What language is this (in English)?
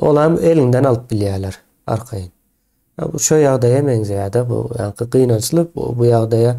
Turkmen